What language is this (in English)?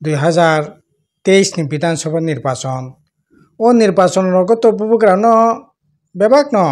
Kok Borok